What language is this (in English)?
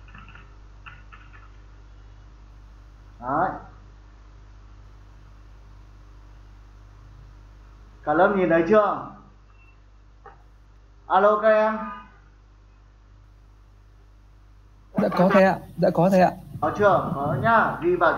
Vietnamese